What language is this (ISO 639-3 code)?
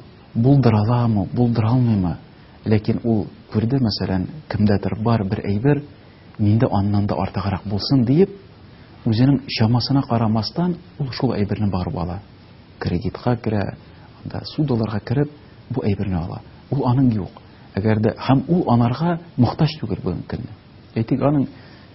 tat